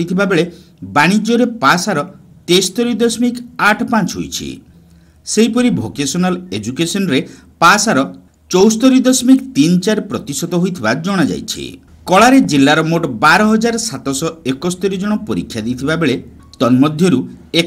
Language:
Odia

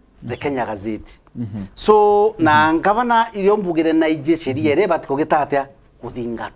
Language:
Meru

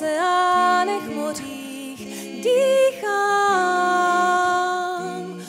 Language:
Czech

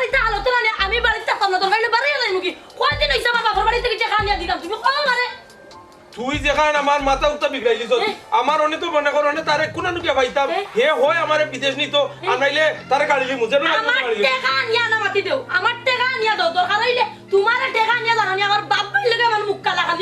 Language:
Sylheti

